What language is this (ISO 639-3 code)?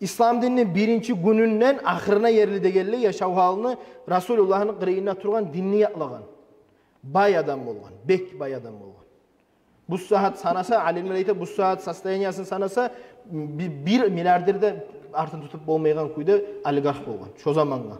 kum